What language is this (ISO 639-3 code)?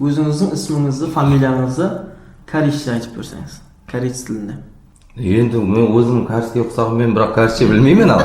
kaa